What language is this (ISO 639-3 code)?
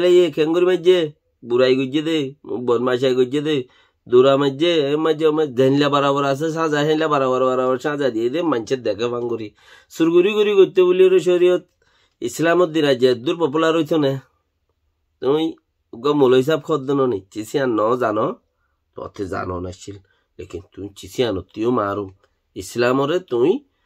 rhg